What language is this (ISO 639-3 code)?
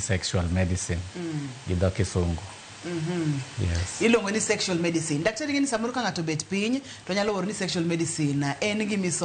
luo